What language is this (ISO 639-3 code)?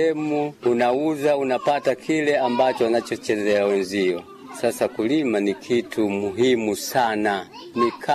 swa